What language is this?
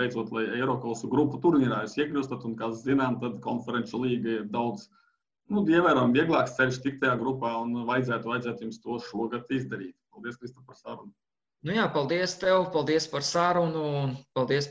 Latvian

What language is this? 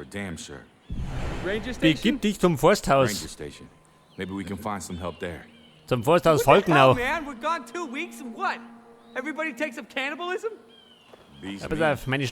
Bavarian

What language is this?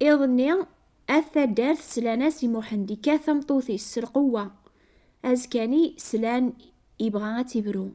Kabyle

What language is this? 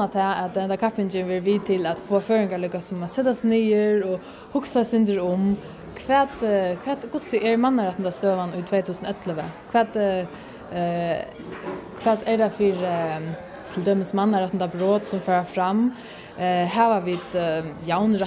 Faroese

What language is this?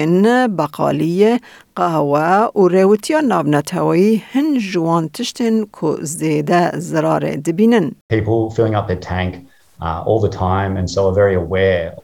Kurdish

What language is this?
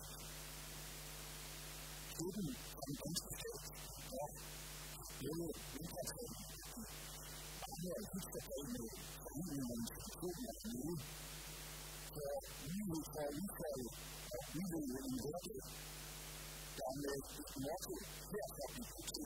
Danish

